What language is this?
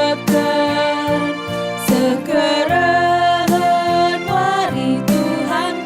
Batak Karo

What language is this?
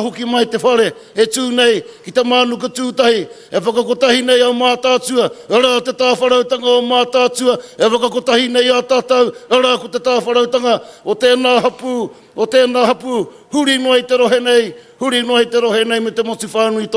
Māori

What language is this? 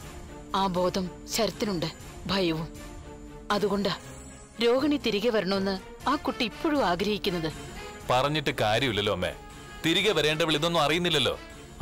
Malayalam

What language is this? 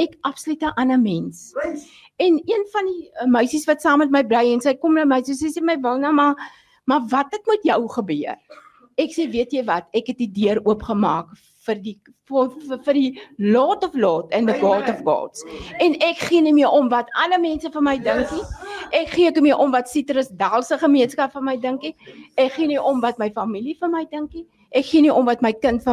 Afrikaans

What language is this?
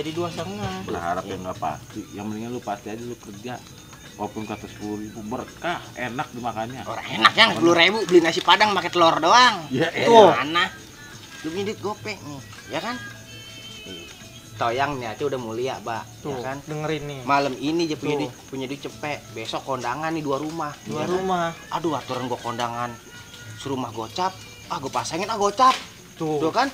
Betawi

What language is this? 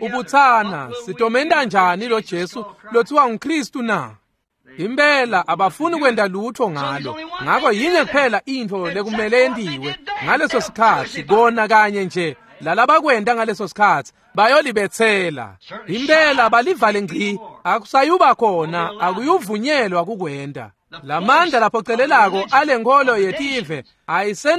Swati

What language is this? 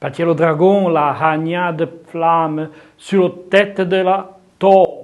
Arpitan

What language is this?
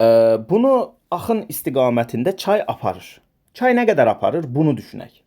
Azerbaijani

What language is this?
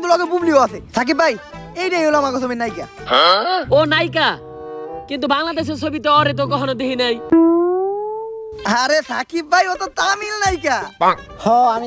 Bangla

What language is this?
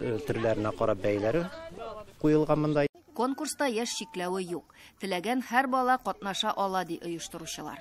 Tatar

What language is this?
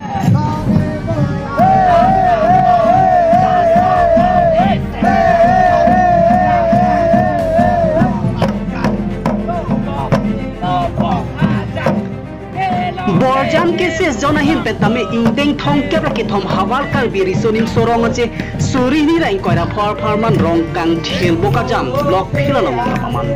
Karbi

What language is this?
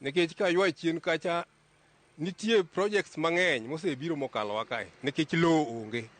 Luo (Kenya and Tanzania)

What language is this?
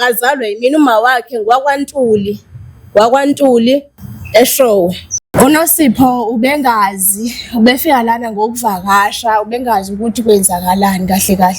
Zulu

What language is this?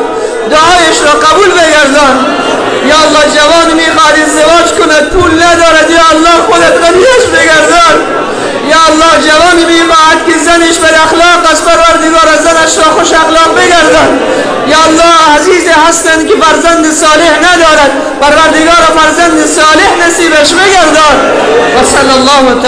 Persian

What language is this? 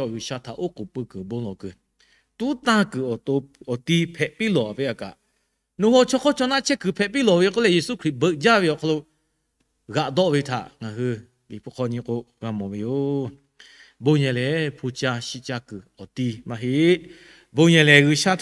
Lahu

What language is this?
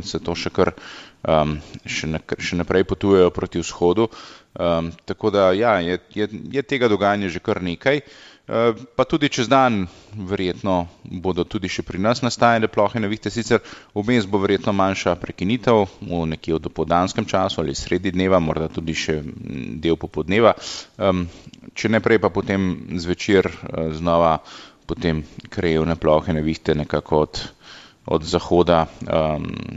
Slovenian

